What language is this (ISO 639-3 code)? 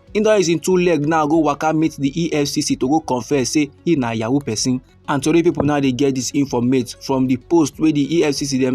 pcm